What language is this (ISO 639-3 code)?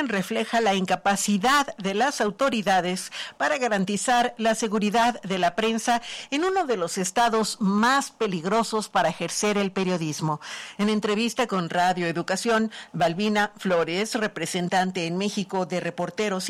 spa